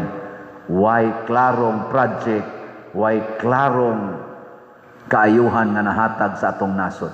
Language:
Cebuano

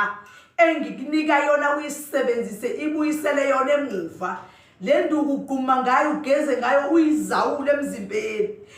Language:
Zulu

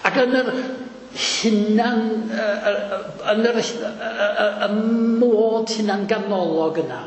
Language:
Welsh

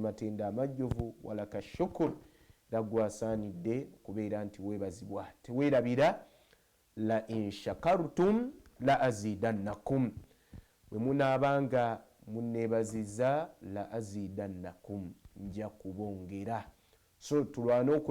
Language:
Ganda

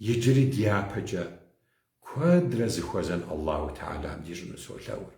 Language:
Kabardian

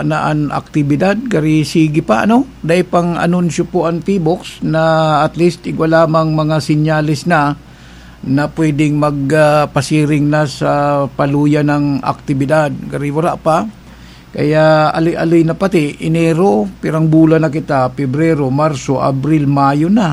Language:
Bikol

